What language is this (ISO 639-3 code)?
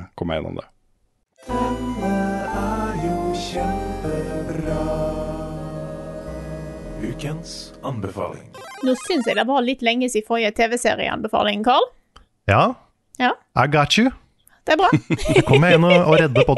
nor